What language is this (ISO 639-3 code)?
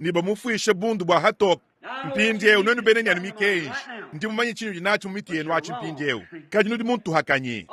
lua